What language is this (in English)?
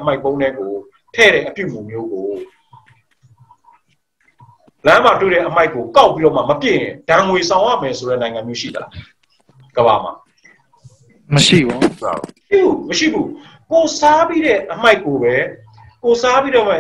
Burmese